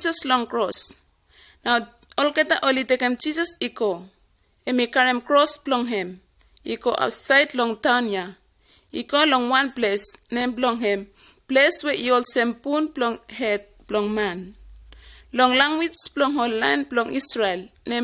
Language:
Bislama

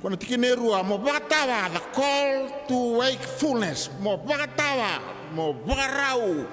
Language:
Fijian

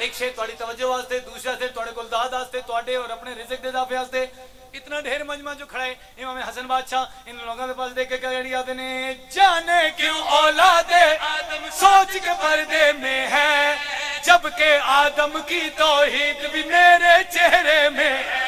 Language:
Pahari-Potwari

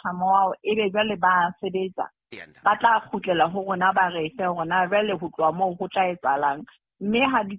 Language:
Southern Sotho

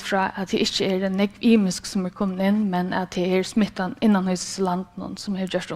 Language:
Faroese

